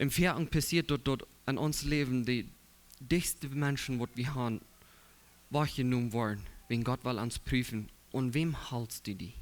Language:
Plautdietsch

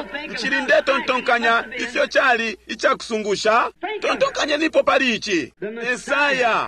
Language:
Bemba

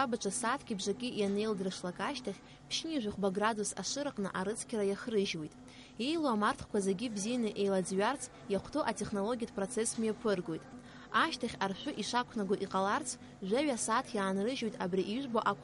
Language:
Abkhazian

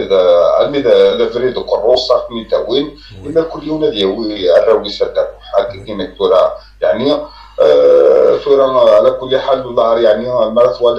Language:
Kabyle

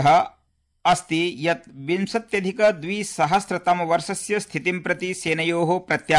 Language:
Sanskrit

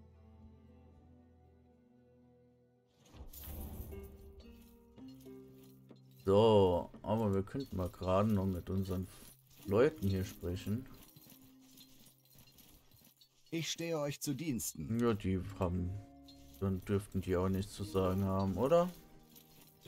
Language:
German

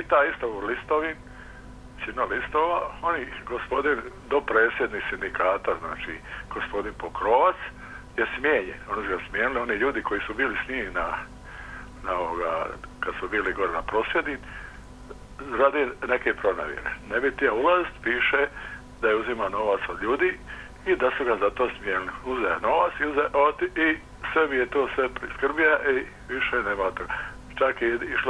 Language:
Croatian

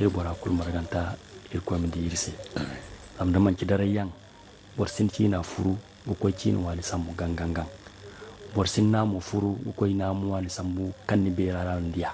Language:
Zarma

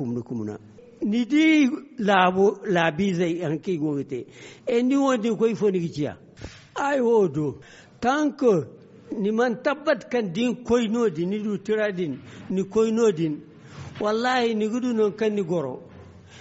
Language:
Zarma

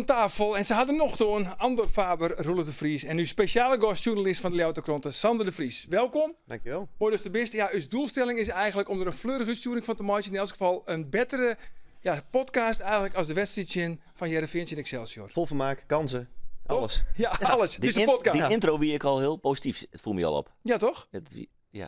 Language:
Western Frisian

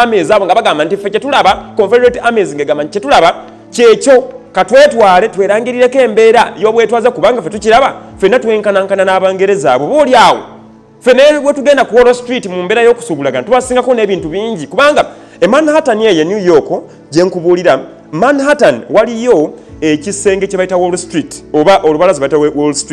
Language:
Ganda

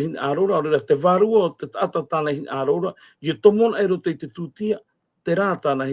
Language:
Tahitian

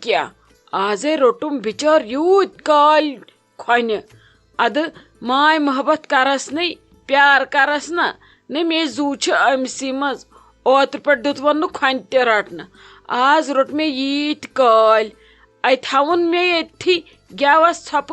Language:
Kashmiri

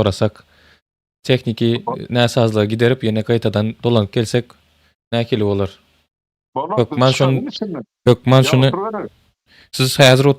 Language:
Turkmen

